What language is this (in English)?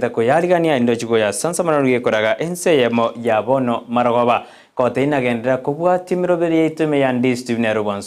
Gusii